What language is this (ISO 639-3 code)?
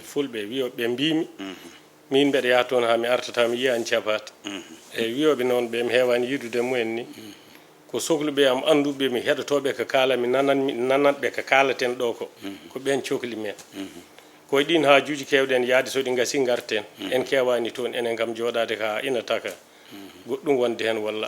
ful